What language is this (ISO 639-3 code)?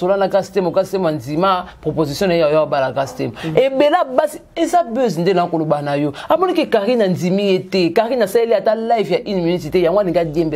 lin